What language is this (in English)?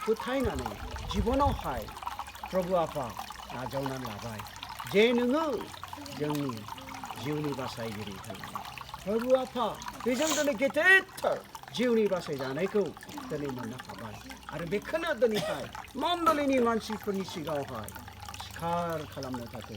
Bodo